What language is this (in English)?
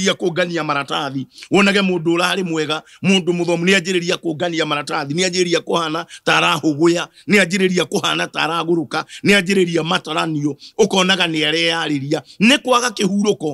Kikuyu